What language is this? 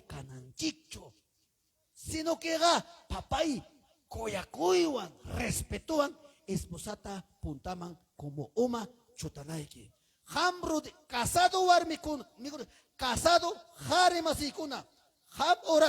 Ayacucho Quechua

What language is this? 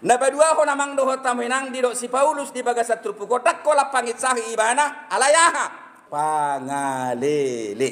Batak Toba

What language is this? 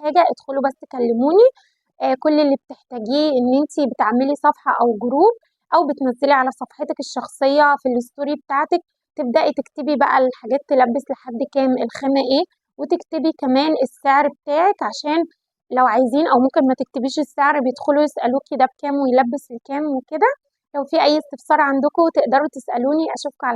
Egyptian Arabic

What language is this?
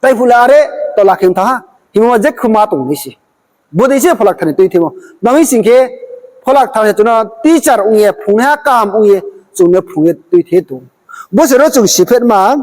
Riang (India)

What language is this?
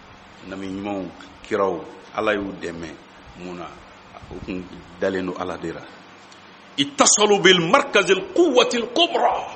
Bambara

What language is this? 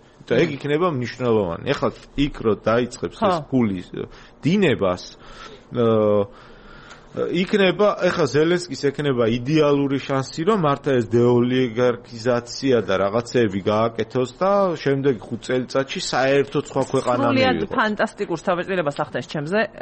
Georgian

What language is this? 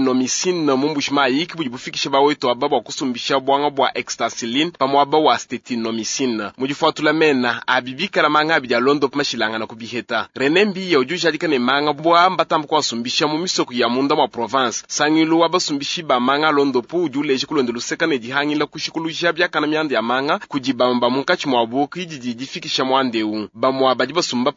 Luba-Lulua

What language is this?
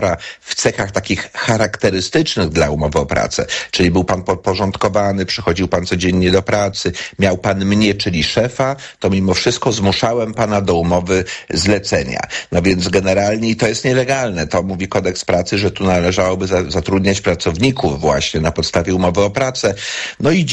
Polish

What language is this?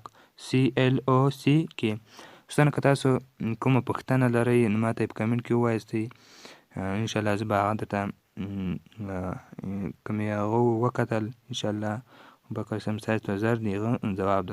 Pashto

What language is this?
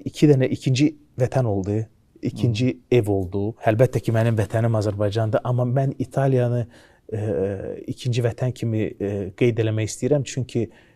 Azerbaijani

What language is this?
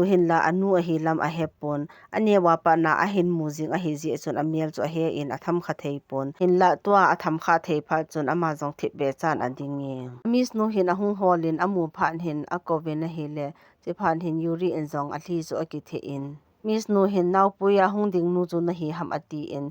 Thado Chin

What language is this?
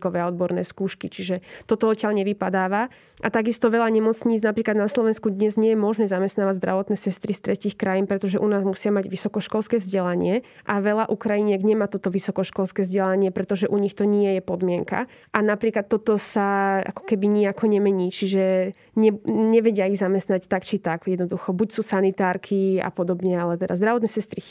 Slovak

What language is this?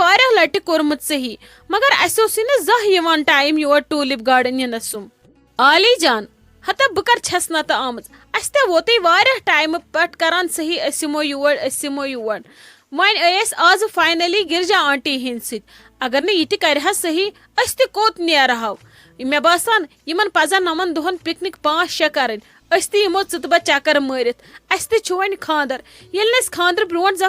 Kashmiri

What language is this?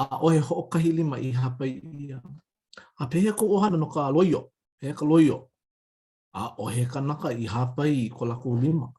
Hawaiian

